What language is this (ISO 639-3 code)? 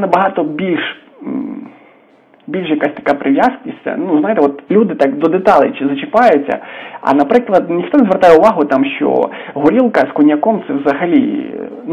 ukr